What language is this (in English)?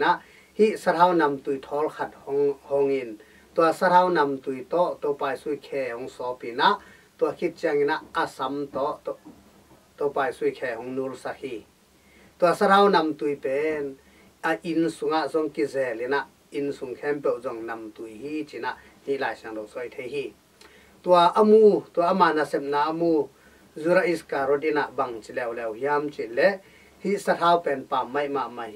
Tedim Chin